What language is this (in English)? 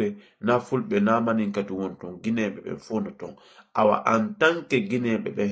Fula